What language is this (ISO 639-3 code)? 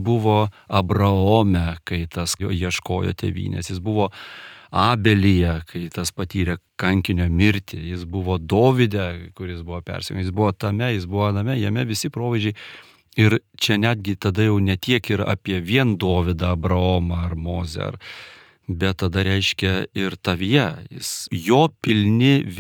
lit